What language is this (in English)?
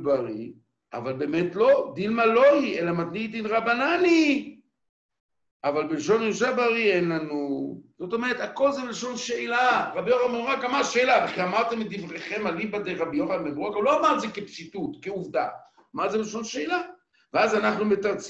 Hebrew